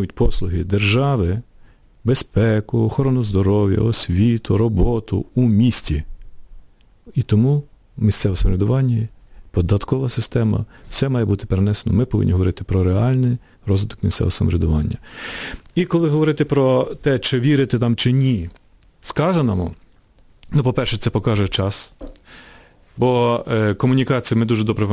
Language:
Ukrainian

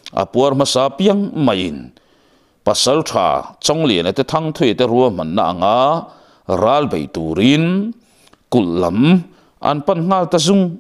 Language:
Mizo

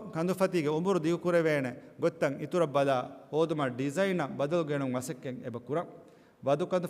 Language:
Divehi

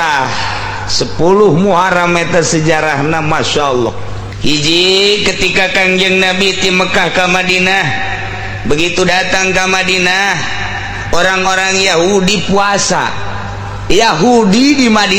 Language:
Sundanese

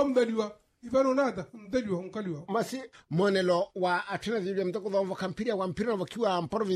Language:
Makhuwa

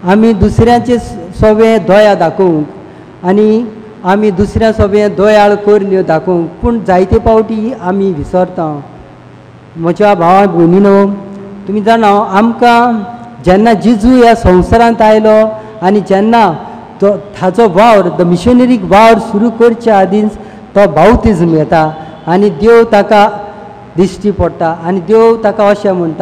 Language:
Konkani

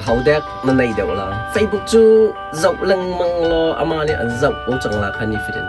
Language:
Hakha Chin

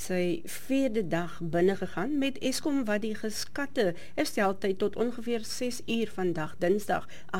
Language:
Afrikaans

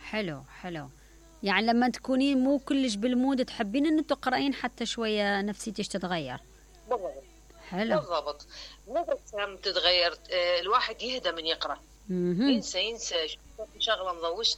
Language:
Mesopotamian Arabic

